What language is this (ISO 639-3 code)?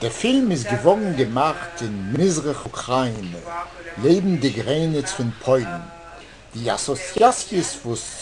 yid